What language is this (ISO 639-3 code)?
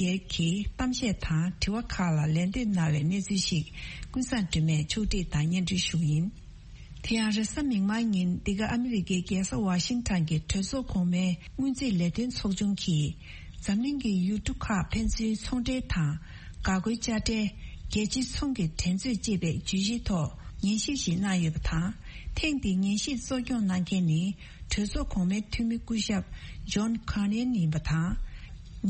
bod